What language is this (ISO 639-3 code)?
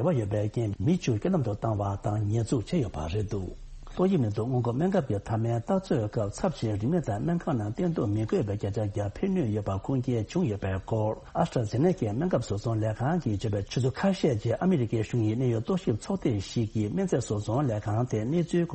bod